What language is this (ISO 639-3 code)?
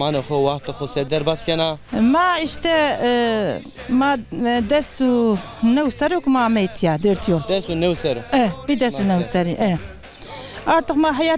zza